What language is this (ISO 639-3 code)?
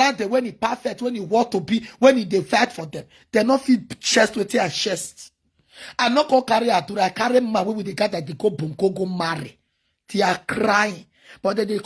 pcm